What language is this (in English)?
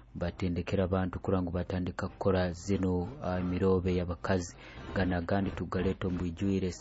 Nyoro